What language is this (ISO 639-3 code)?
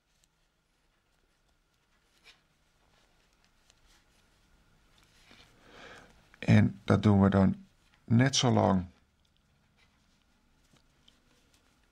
nld